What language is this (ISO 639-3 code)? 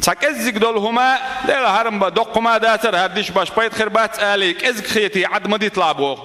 che